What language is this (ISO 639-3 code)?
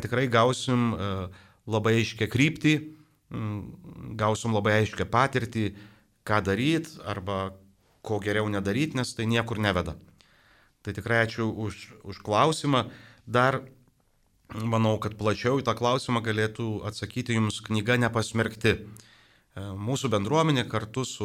lit